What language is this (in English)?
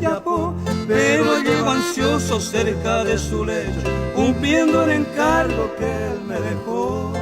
Guarani